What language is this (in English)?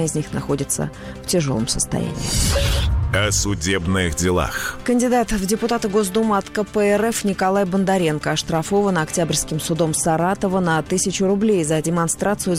Russian